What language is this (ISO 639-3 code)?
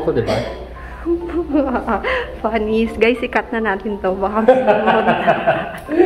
fil